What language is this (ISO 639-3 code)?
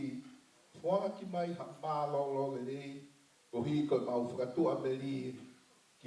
ton